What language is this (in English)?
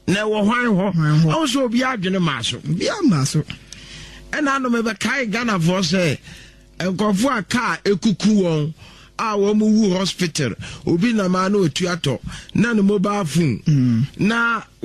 Akan